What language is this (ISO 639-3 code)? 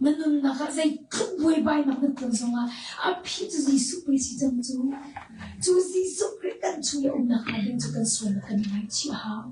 cnh